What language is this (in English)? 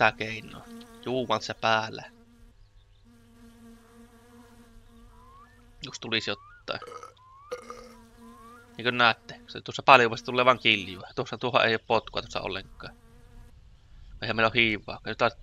Finnish